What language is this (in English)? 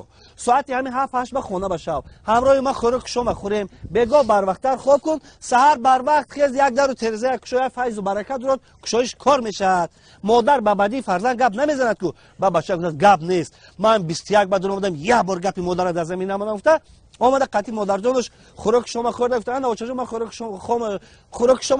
Tajik